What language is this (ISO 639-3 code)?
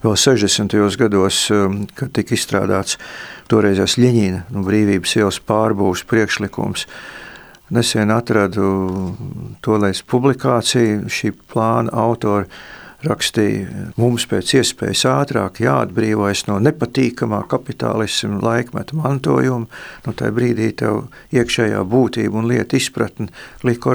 lav